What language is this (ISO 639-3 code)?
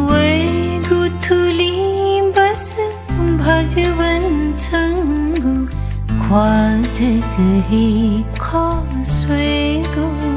new